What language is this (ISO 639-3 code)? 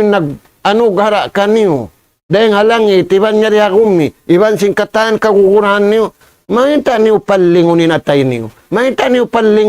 tsg